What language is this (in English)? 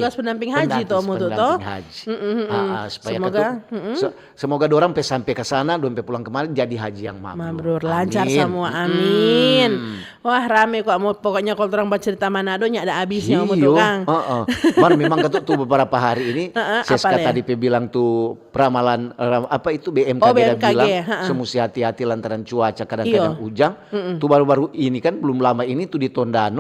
Manado Malay